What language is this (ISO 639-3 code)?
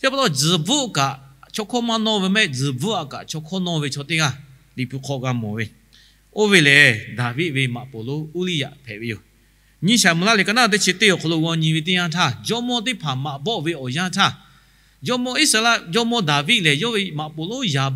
lhu